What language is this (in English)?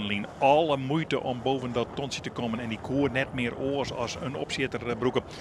Western Frisian